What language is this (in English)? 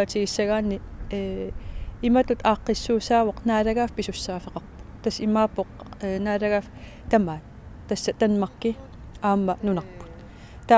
Kalaallisut